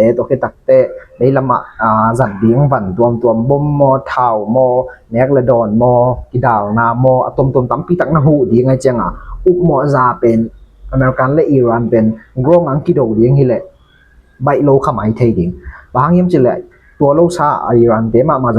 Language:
Tedim Chin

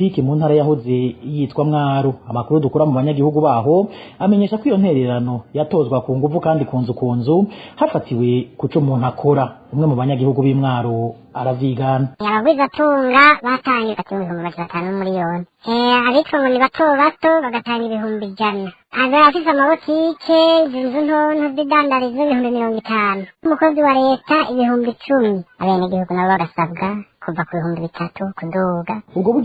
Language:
Rundi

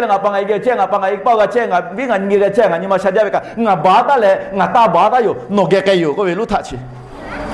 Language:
Lahu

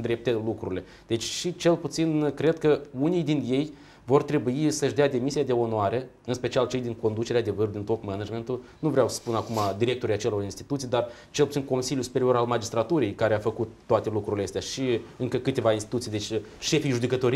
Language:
Romanian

